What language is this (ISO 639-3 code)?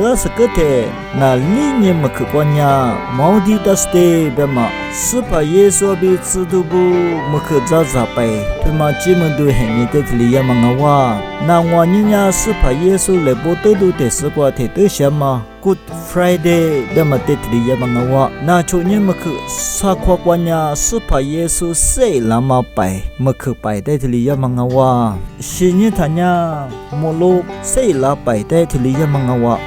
lis